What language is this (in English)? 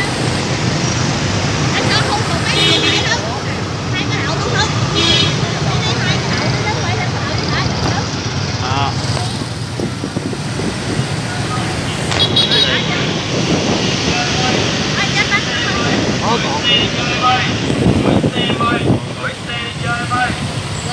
Vietnamese